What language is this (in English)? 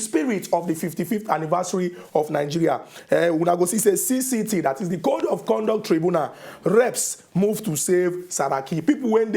Nigerian Pidgin